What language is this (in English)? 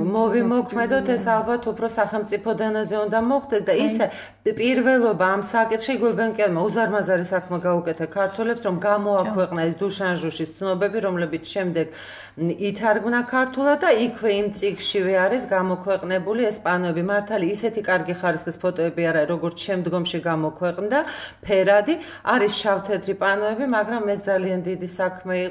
Georgian